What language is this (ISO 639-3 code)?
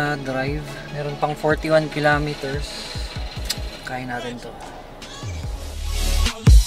fil